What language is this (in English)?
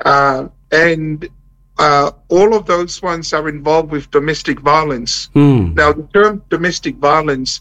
Samoan